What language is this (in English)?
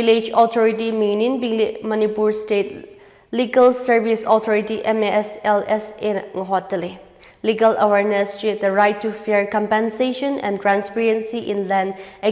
Tangkhul Naga (India)